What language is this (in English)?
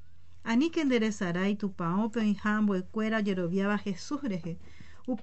Guarani